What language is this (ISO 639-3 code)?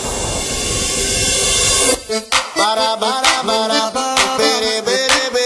hun